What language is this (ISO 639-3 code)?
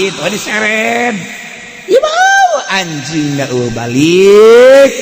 sun